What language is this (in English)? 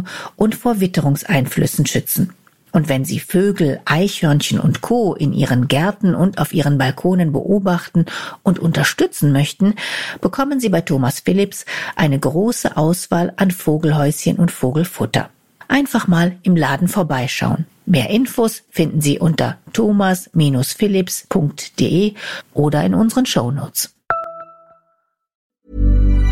German